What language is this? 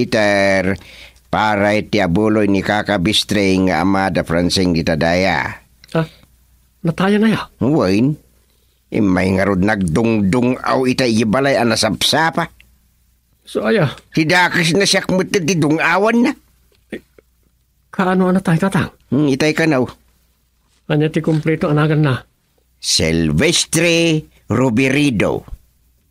Iloko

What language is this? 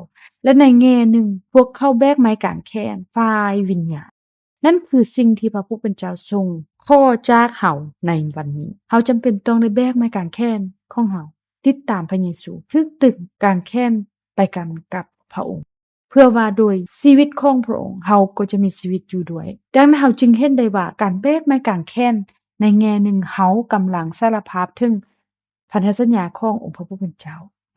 Lao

